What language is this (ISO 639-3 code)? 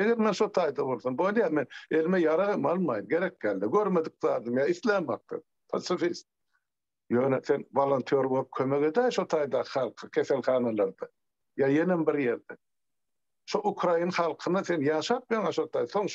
tuk